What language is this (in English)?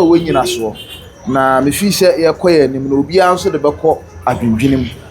Akan